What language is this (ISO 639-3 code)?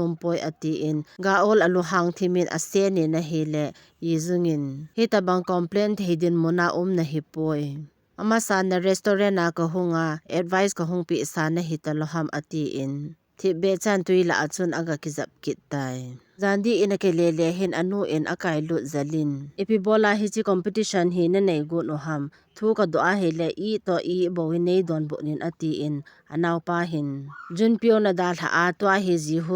tcz